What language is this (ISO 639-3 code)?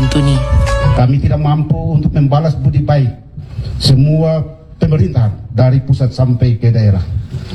ind